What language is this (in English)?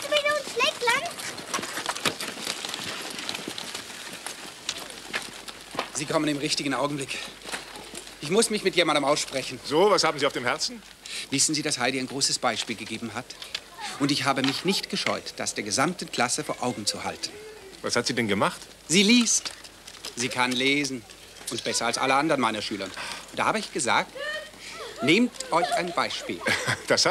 German